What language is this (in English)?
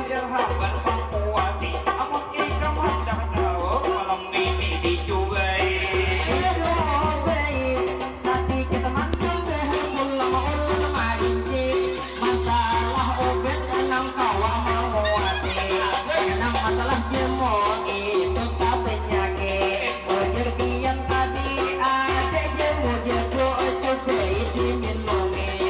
Banjar